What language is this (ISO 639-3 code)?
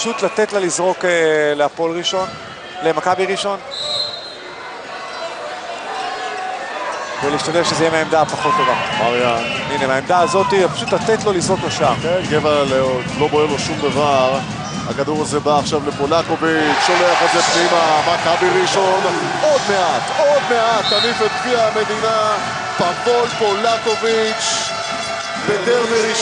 heb